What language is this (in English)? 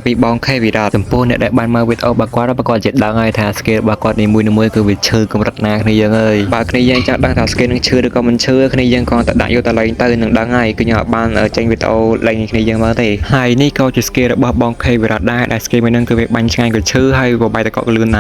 Khmer